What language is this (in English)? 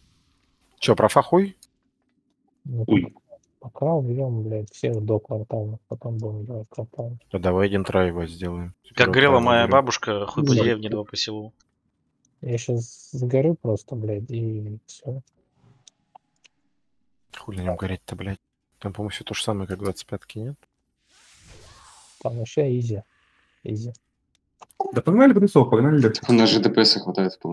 Russian